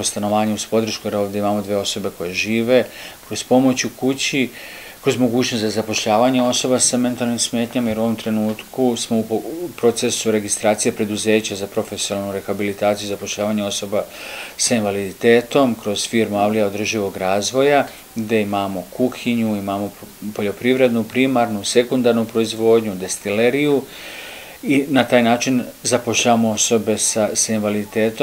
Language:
Serbian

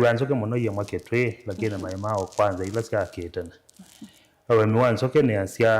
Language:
Kamba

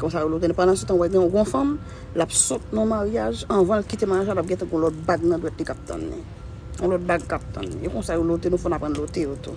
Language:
Haitian Creole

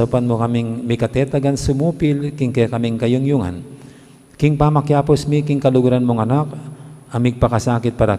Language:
Pampanga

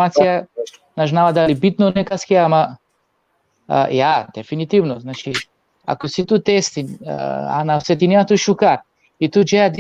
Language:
Balkan Romani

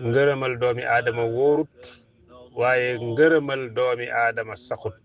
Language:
Wolof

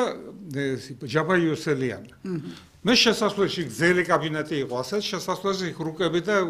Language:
Georgian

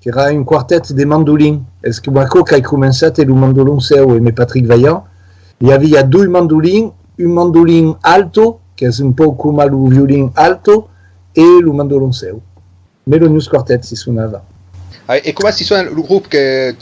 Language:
Occitan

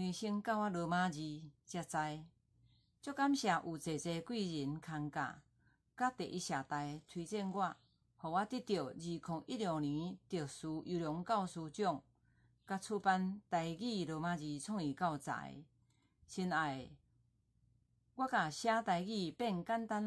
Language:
Min Nan Chinese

